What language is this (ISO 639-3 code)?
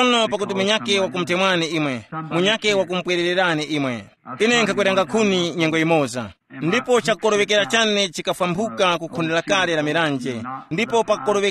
tum